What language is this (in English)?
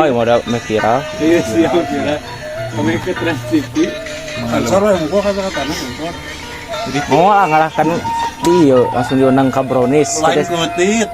Sundanese